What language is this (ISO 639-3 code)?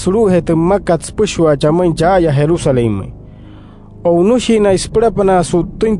guc